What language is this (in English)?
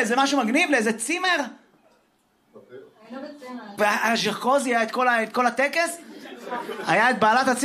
Hebrew